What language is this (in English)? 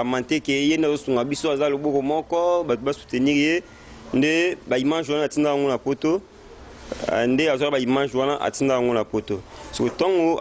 Lingala